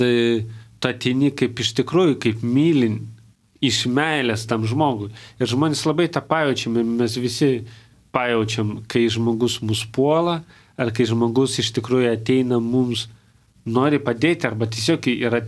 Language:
Lithuanian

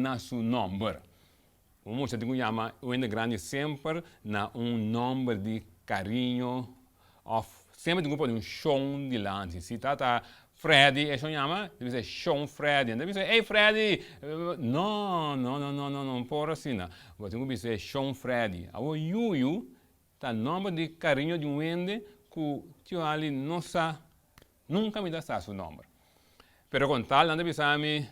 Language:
Papiamento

